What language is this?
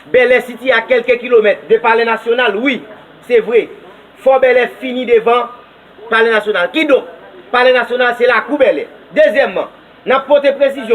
Haitian Creole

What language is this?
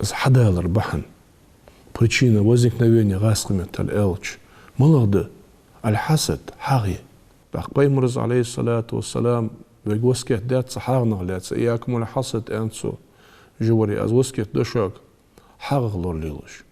Ingush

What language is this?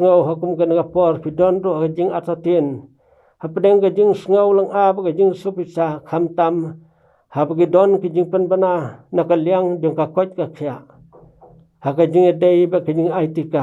Khasi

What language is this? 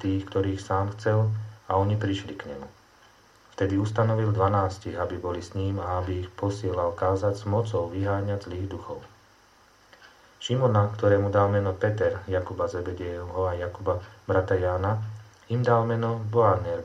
Slovak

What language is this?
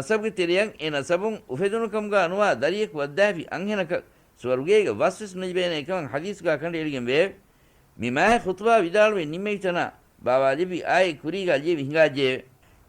Divehi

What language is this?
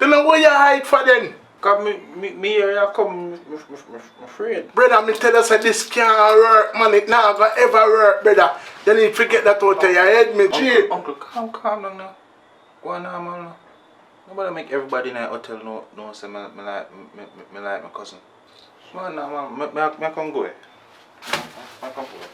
Jamaican Creole English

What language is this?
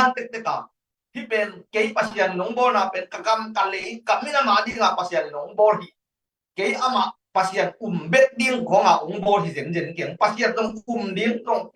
Tedim Chin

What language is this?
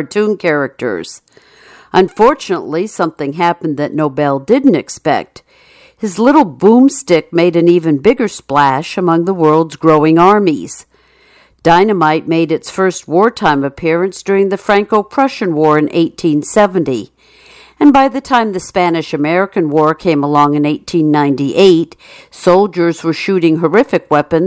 English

